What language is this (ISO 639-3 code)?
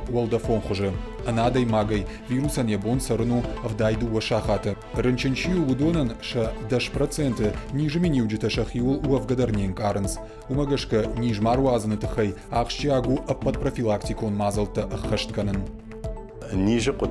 oss